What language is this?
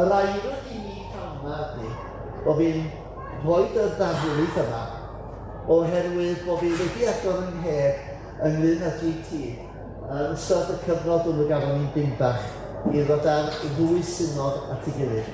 Welsh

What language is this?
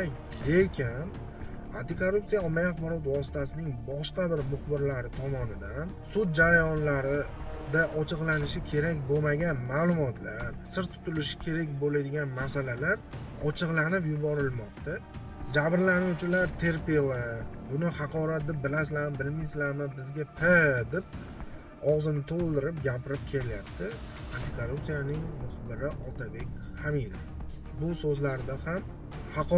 Uzbek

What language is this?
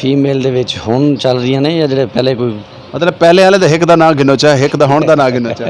Saraiki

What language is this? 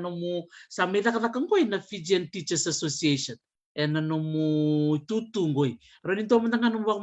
Fijian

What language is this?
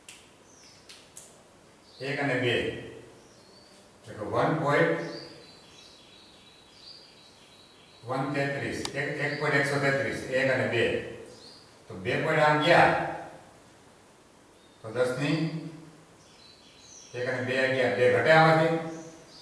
Gujarati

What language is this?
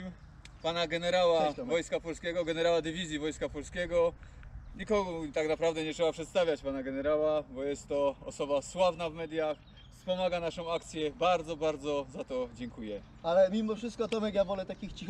Polish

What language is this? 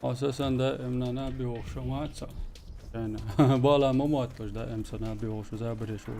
Chechen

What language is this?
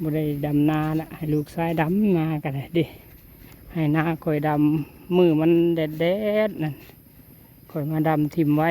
Lao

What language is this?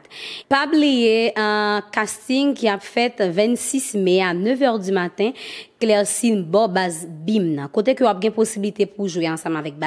Haitian Creole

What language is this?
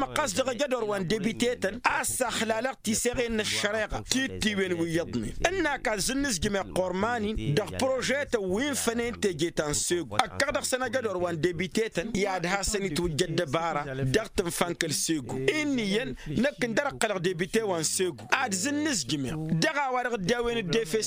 Tamasheq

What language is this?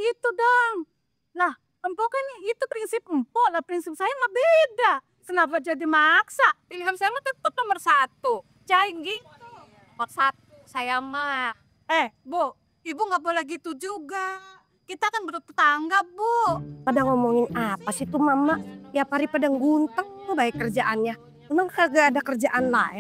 Betawi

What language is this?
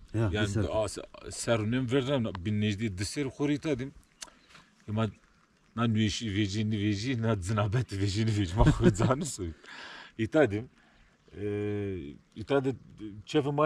Zaza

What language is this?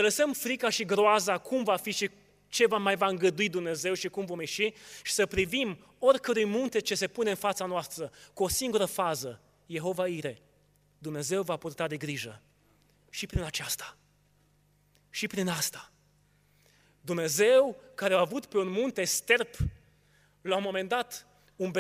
Romanian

